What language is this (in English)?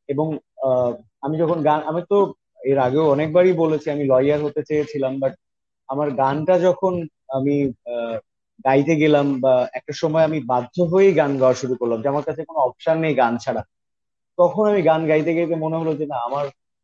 Bangla